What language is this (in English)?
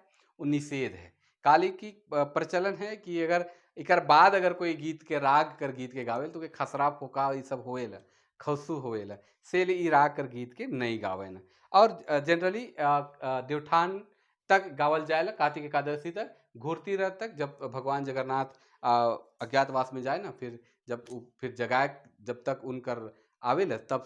Sadri